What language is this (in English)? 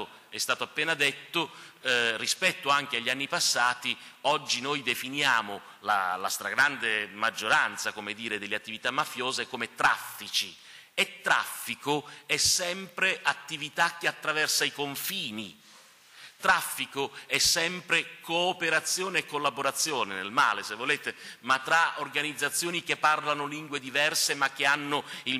Italian